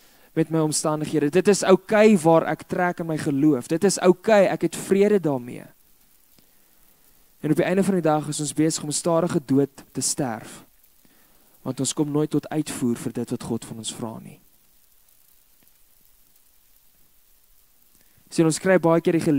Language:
Afrikaans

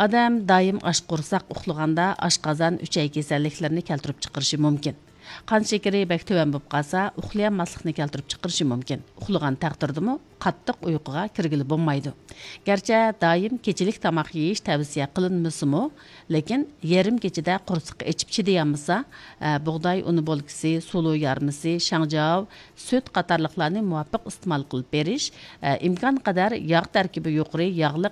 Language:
Uyghur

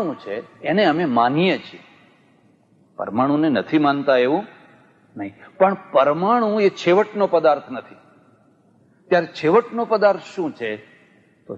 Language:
Gujarati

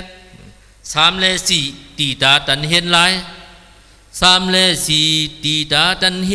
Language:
Shan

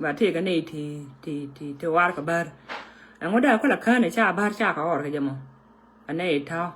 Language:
Nuer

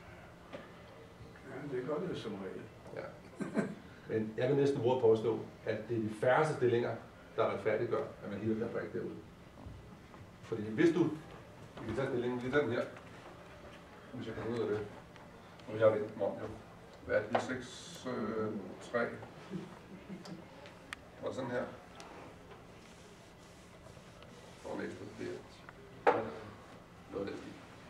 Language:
Danish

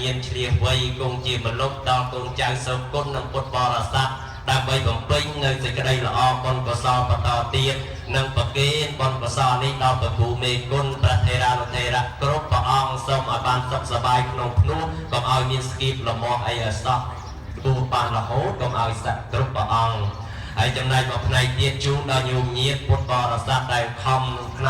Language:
Khmer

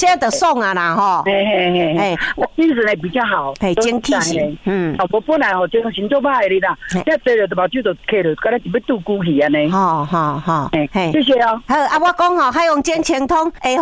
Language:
Min Nan Chinese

